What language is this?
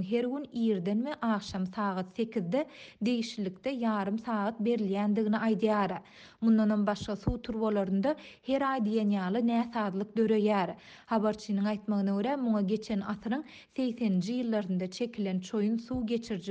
Turkmen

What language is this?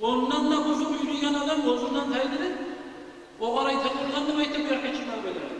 Kumyk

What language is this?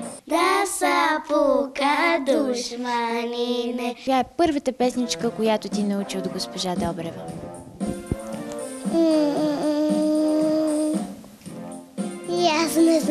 Bulgarian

